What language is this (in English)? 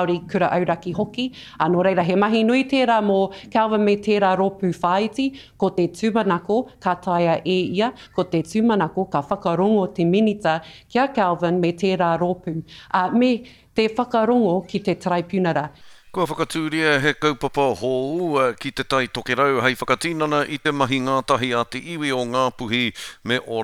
Māori